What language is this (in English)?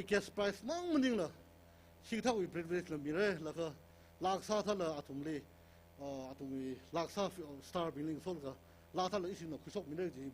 Tangkhul Naga (India)